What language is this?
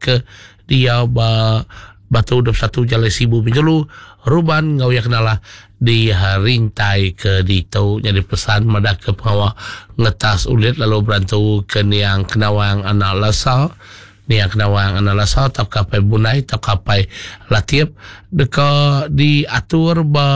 Iban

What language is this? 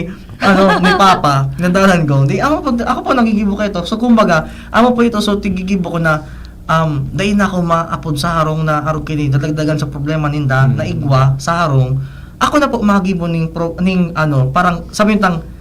Bikol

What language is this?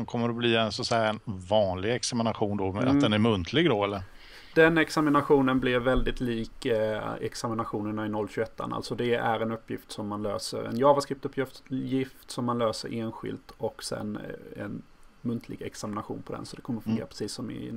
Swedish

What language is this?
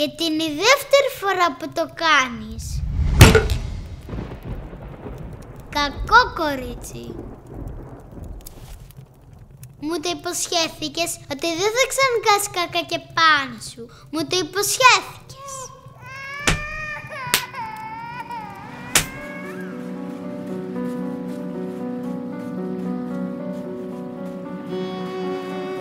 Greek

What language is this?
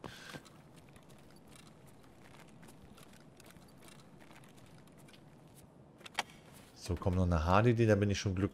German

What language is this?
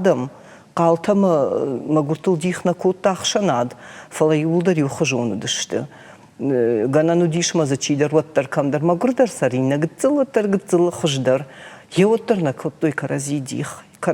Ossetic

